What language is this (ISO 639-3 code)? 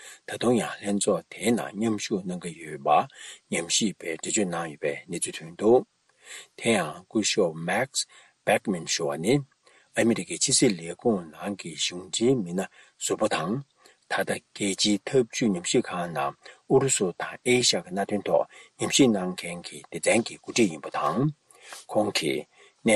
bod